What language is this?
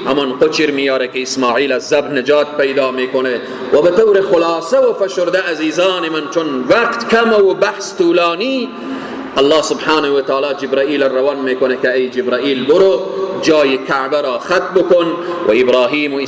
Persian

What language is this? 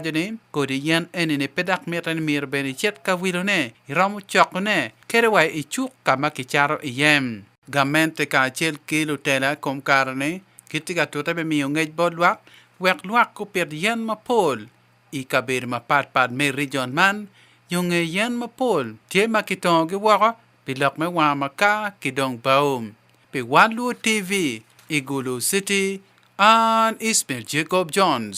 Acoli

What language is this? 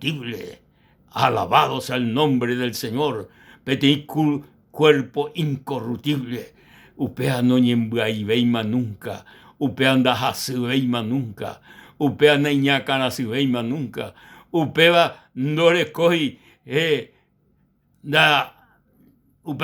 Guarani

